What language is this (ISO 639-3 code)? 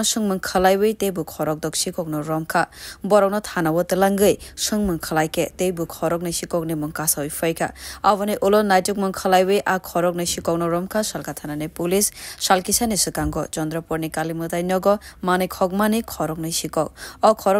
trp